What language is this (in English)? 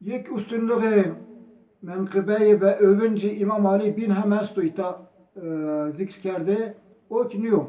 Zaza